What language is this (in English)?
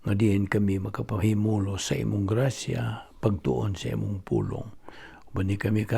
Cebuano